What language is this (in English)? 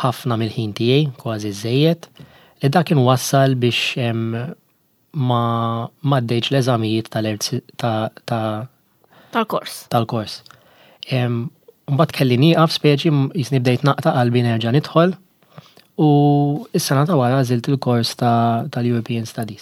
Maltese